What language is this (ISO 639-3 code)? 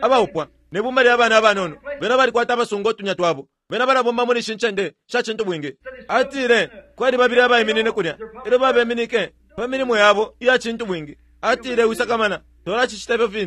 bem